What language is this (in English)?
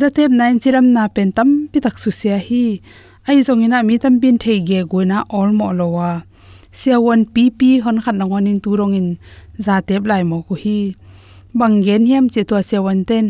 Tedim Chin